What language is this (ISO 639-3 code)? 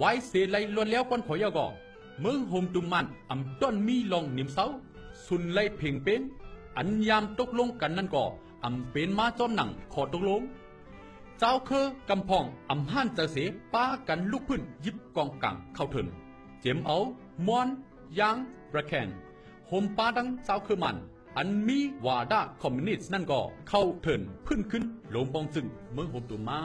shn